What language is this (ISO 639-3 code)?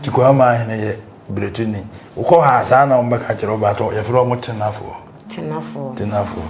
aka